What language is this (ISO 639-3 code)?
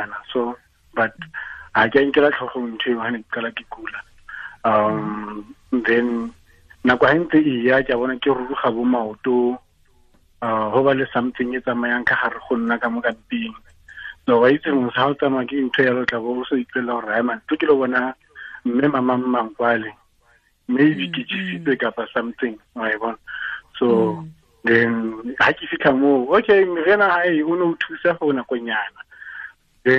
tsn